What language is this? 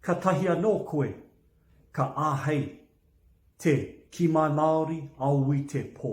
Māori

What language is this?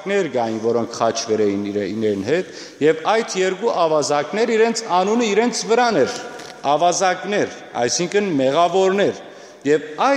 Western Armenian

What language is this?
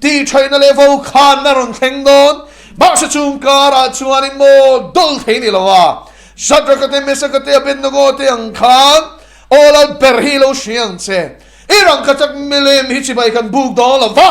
Mizo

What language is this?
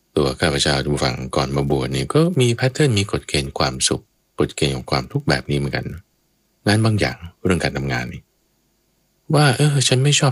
Thai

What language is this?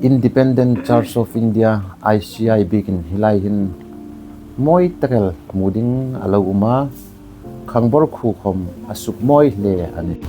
Hmar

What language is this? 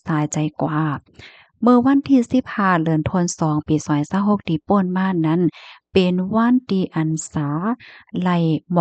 Shan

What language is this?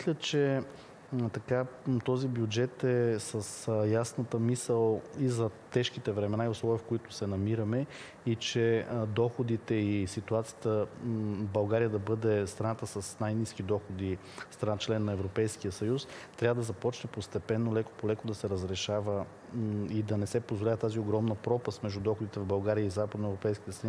Bulgarian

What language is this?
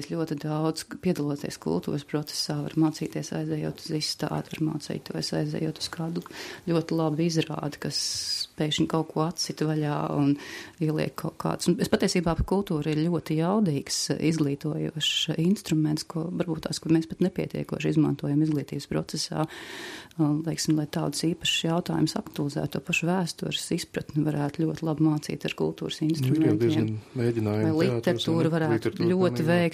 Latvian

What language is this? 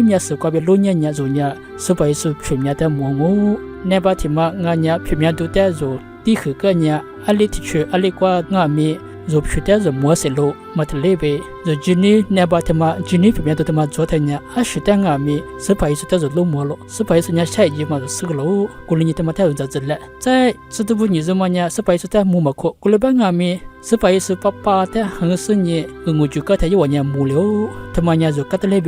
Lisu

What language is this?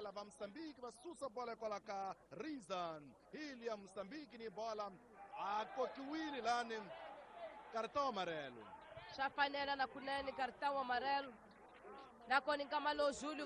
Tsonga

